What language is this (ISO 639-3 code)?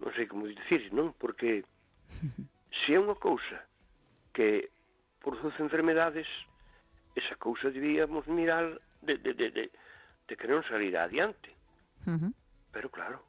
glg